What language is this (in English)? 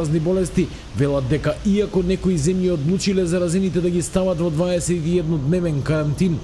Macedonian